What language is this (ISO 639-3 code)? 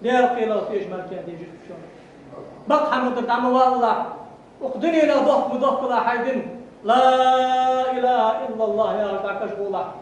inh